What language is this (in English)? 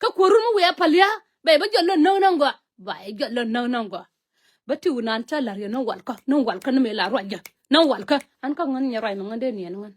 Nuer